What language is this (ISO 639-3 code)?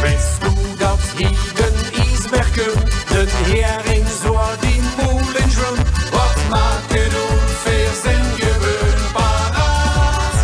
lim